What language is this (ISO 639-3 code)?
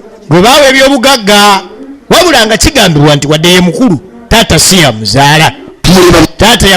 lug